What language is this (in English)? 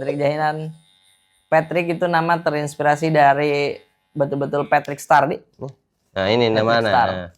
Makassar Malay